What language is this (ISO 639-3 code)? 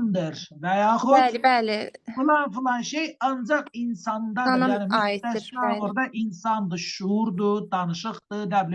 aze